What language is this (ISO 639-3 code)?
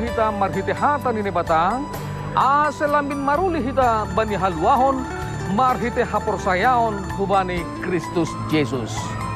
bts